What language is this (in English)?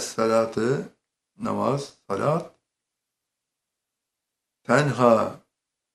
Turkish